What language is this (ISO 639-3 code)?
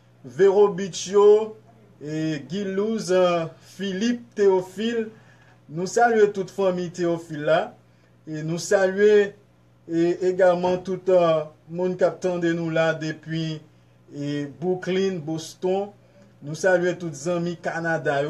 hat